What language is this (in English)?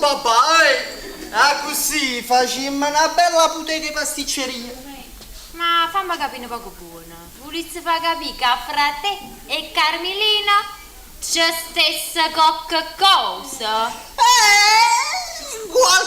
Neapolitan